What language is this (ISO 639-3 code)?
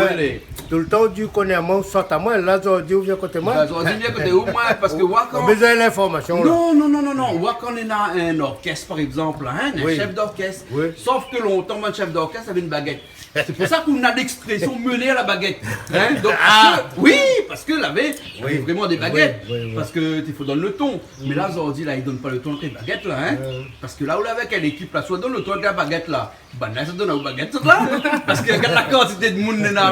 rcf